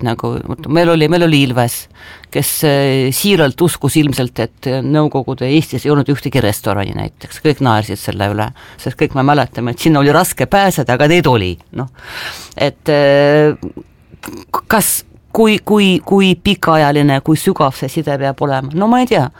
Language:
Estonian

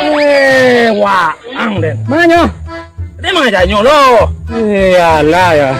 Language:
Minangkabau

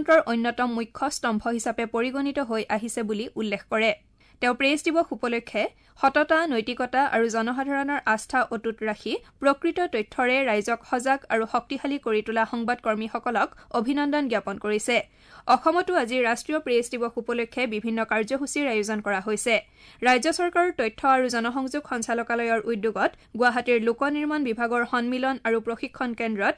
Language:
Assamese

